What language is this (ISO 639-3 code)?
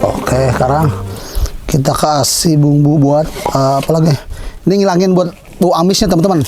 bew